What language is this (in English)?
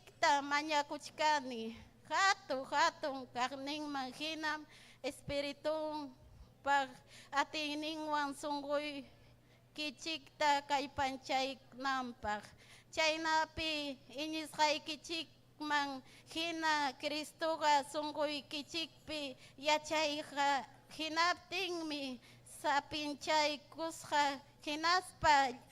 Ayacucho Quechua